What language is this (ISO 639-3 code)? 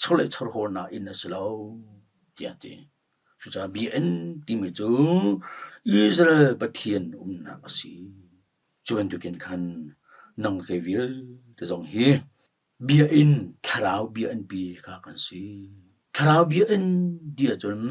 cnh